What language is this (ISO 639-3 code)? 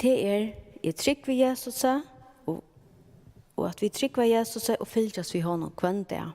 fao